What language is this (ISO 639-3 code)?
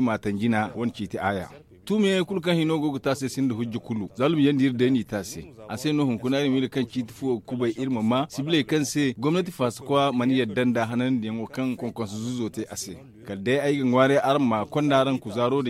dje